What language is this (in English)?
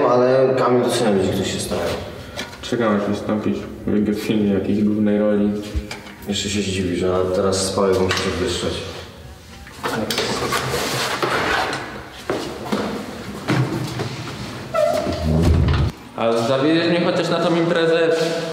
Polish